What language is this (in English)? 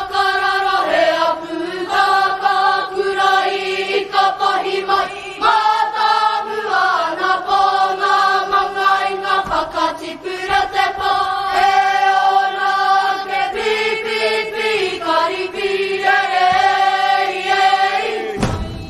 Māori